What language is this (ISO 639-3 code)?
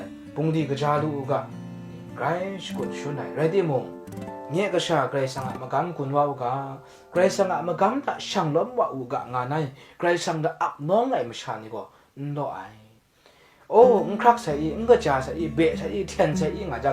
kac